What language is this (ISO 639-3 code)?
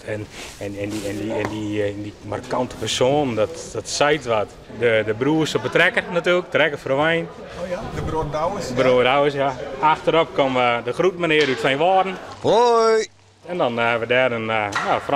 fry